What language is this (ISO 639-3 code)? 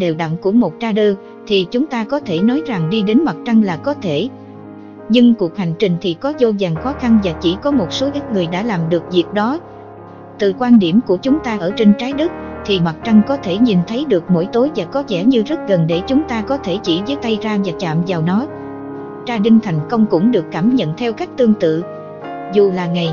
vie